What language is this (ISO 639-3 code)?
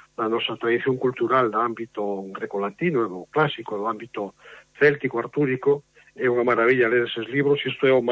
glg